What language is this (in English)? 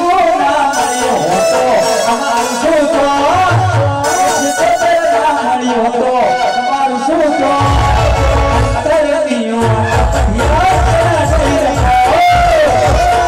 Gujarati